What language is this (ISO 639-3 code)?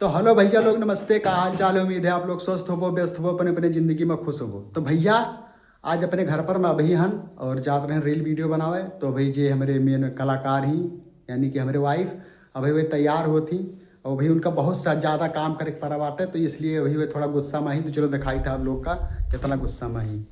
awa